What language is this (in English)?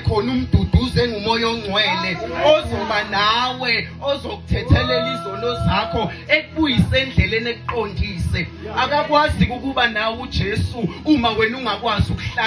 Zulu